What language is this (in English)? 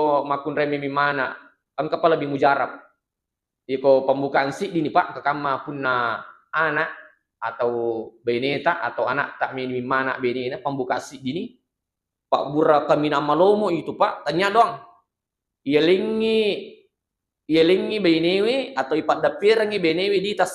Buginese